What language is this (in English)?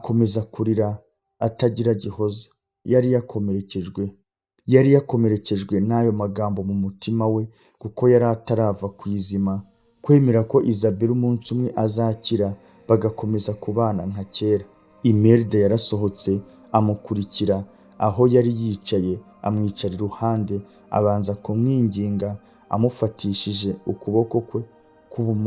Kinyarwanda